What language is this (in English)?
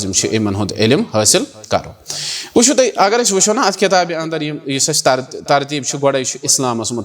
Kashmiri